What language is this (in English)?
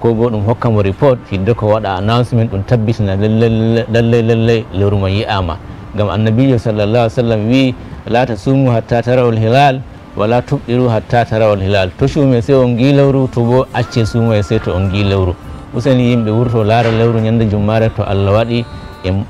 Fula